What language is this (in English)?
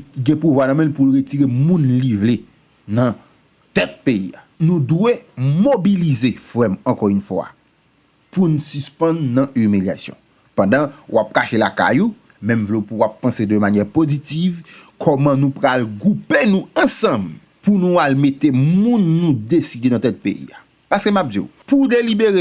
Haitian Creole